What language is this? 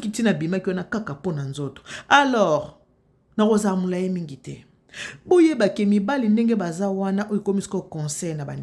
Lingala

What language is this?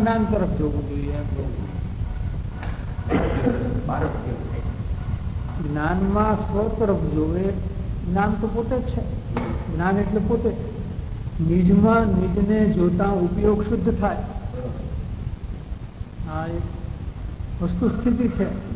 Gujarati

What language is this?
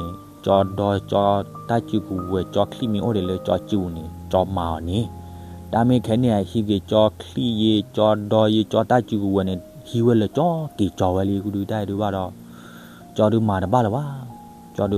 S'gaw Karen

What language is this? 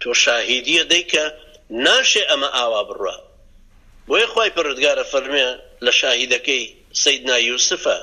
Central Kurdish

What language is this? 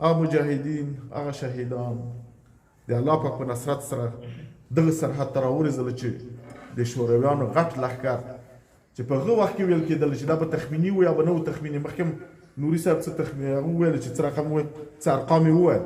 Pashto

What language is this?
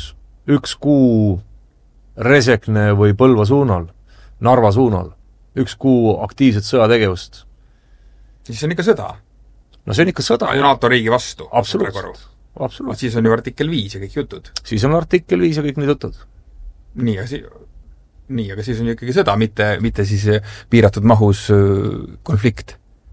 Estonian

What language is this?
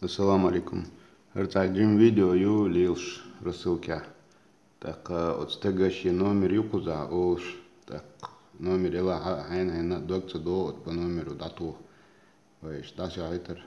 Chechen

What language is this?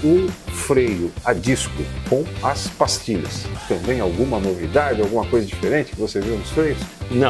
Portuguese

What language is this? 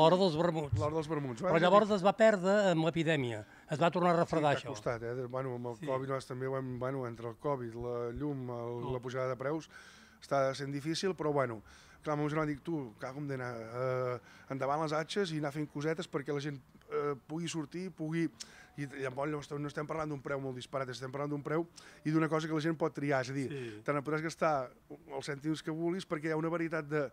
Catalan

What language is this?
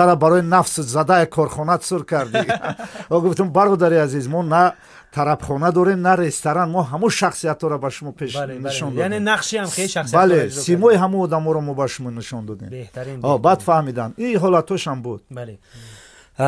Tajik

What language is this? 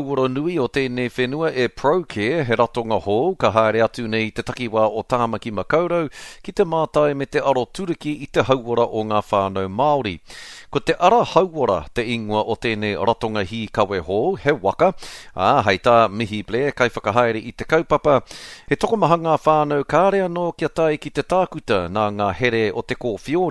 Māori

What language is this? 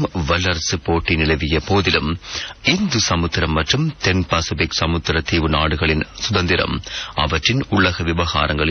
Tamil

